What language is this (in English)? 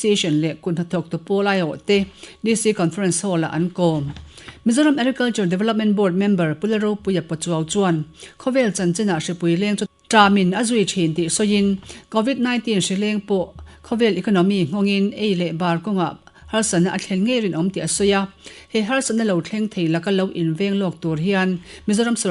Mizo